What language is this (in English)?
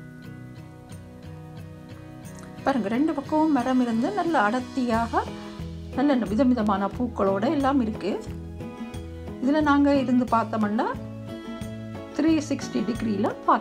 Tamil